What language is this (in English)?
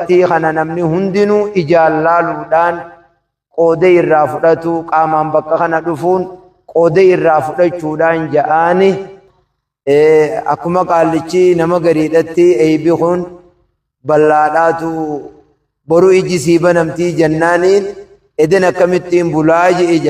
Oromo